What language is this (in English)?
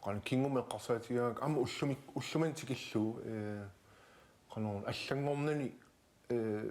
Kalaallisut